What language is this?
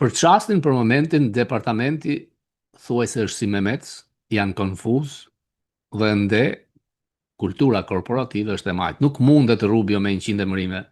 Albanian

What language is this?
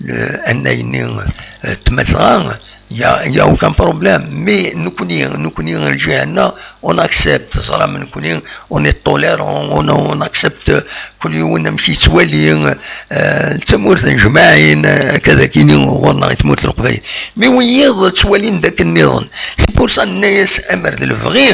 Kabyle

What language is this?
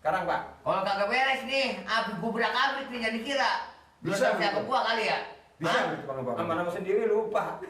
Betawi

